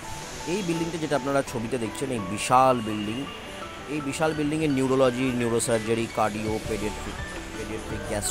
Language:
Bangla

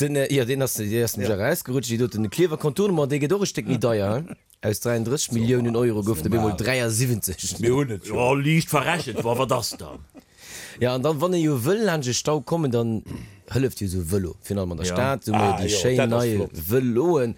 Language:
Luxembourgish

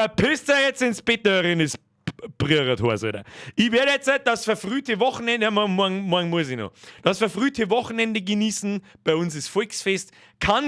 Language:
Bavarian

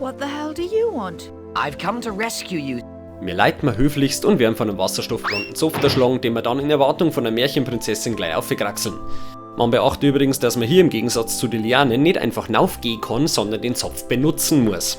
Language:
Bavarian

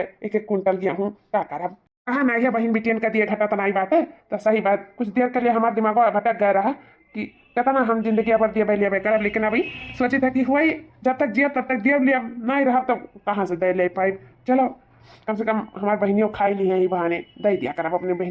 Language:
Awadhi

